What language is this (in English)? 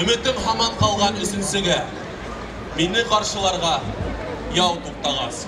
Bashkir